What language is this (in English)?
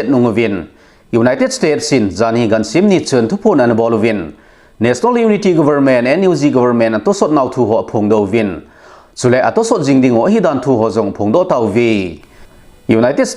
Thado Chin